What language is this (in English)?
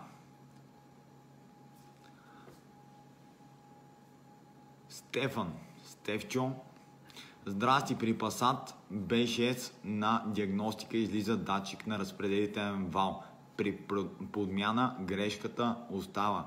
Bulgarian